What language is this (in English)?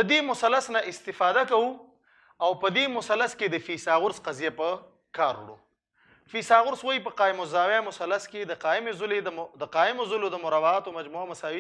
Pashto